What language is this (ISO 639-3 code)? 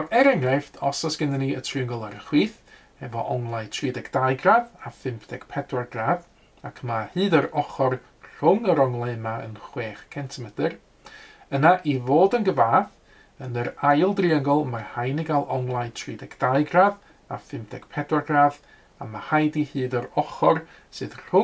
cym